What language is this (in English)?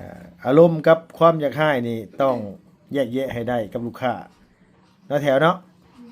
Lao